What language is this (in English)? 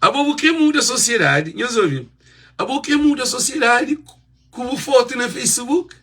Kabuverdianu